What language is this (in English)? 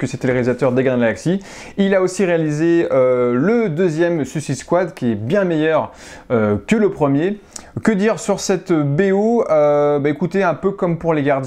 French